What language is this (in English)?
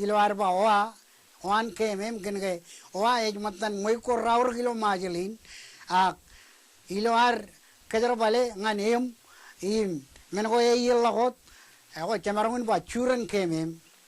Marshallese